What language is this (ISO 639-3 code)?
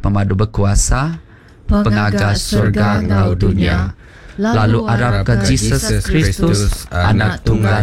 iba